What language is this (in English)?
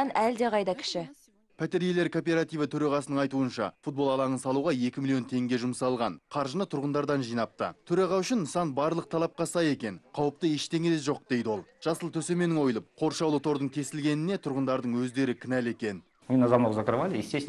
Kazakh